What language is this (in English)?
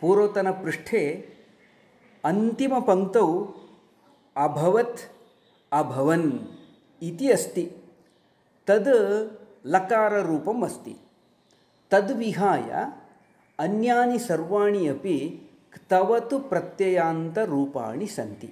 Sanskrit